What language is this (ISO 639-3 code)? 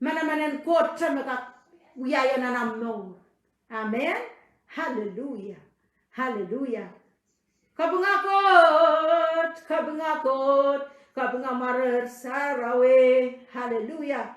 pon